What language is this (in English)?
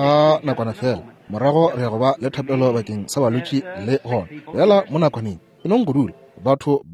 Northern Sotho